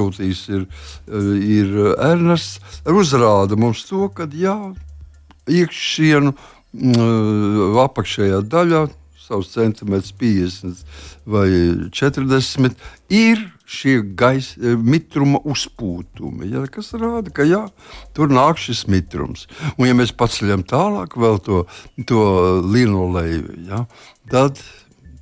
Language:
Latvian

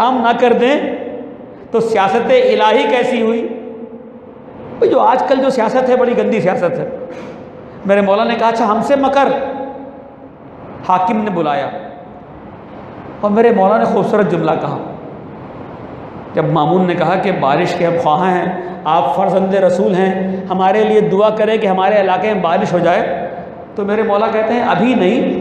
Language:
Urdu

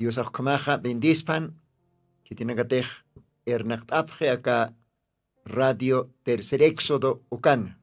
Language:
Aymara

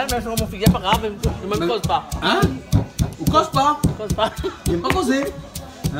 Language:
Réunion Creole French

